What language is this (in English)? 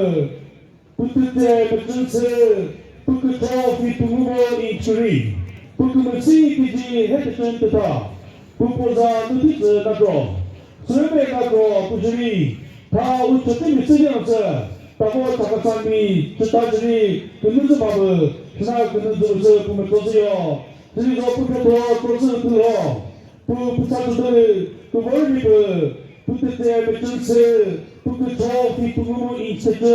Chokri Naga